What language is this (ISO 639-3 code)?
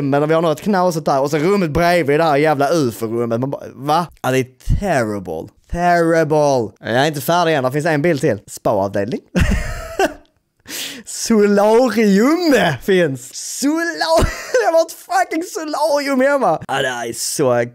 swe